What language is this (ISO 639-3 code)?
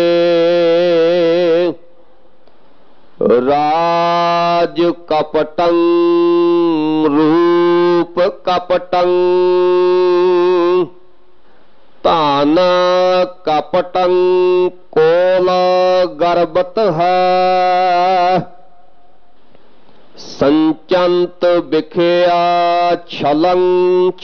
pan